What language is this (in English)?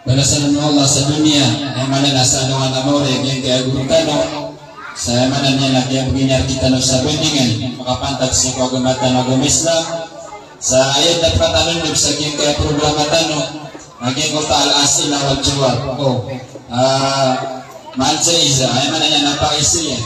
Maranao